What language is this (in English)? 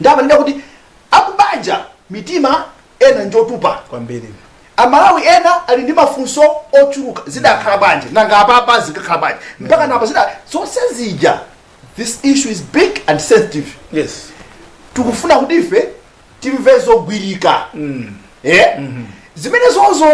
Nyanja